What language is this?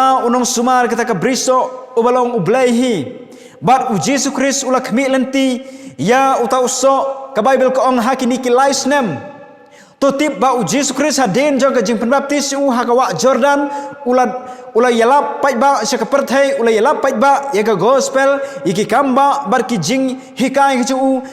Khasi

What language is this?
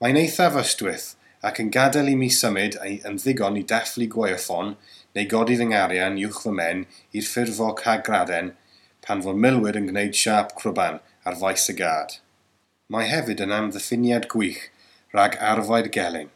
Welsh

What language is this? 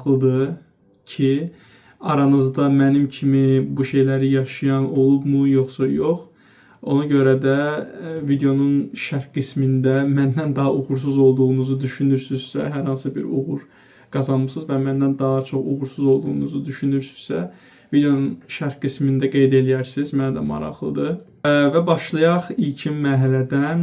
Azerbaijani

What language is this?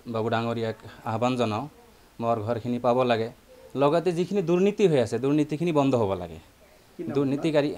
Assamese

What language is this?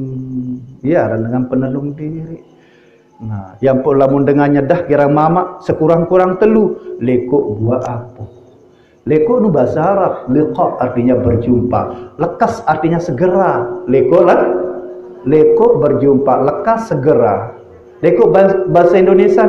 Sasak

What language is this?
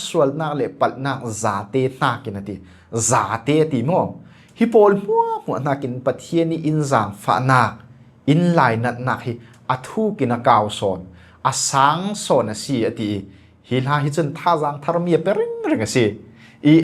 Falam Chin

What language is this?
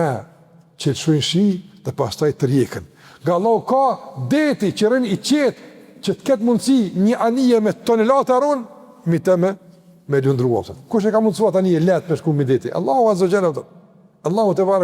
Albanian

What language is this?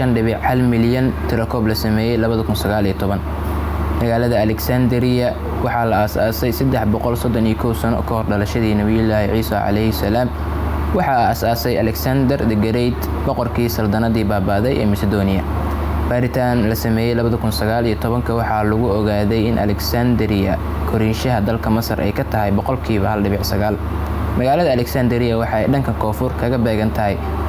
Somali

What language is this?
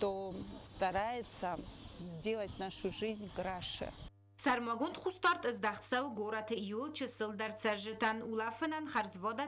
Ossetic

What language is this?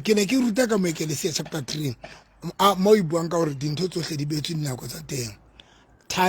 Southern Sotho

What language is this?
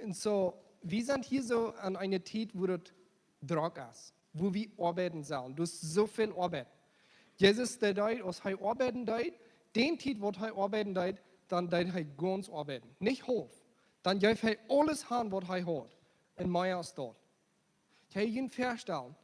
Plautdietsch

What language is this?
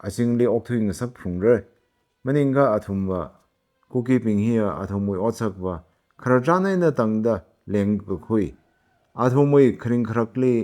Tangkhul Naga (India)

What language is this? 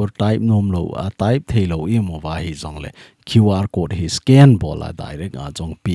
Thado Chin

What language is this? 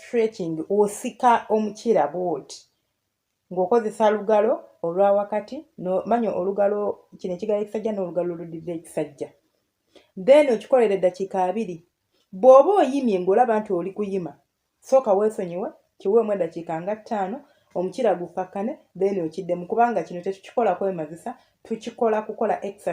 Ganda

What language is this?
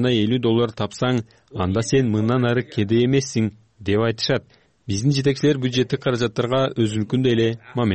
Kyrgyz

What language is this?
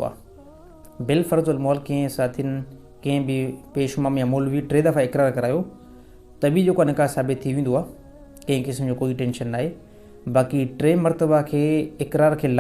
Sindhi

